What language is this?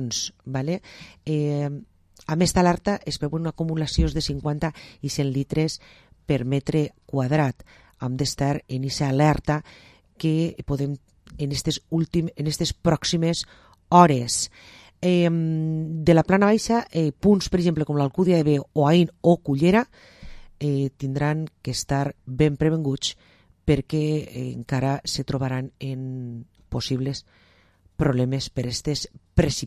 Catalan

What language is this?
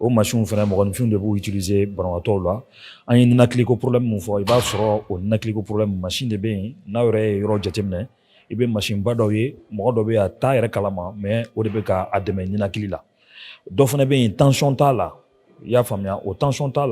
Bambara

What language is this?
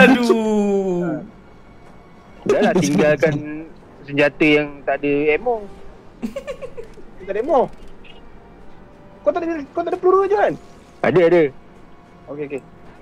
Malay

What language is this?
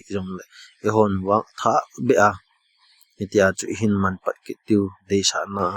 Thado Chin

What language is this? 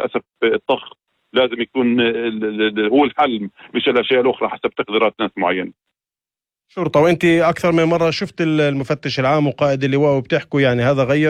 North Levantine Arabic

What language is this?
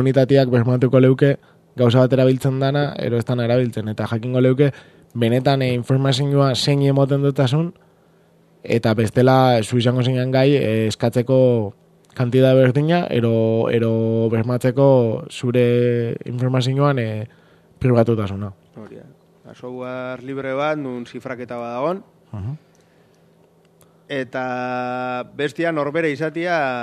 Basque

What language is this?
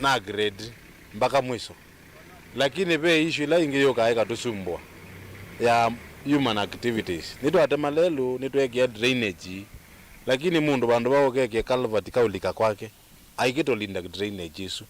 Kamba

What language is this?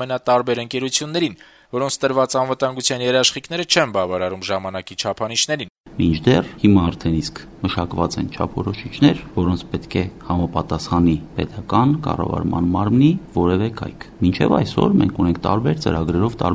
Armenian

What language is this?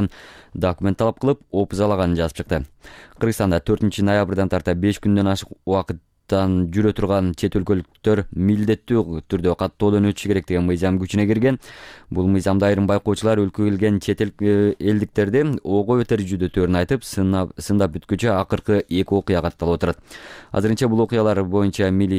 Kyrgyz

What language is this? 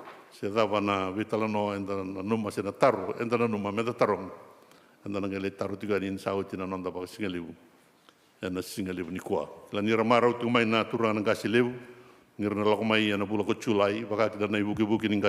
Fijian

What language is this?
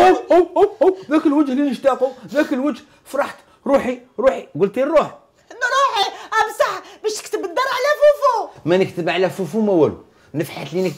Algerian Arabic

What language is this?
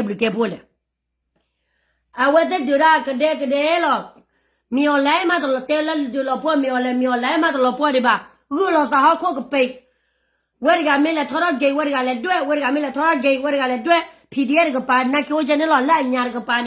S'gaw Karen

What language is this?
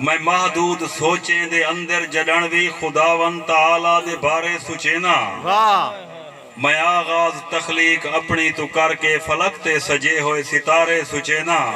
Saraiki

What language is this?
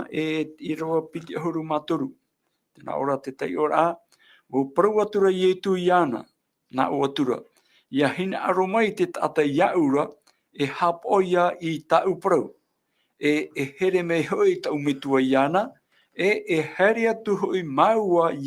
Tahitian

